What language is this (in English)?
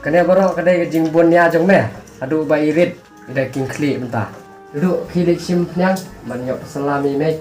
Khasi